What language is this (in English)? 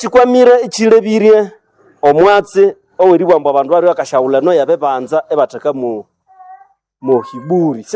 Nande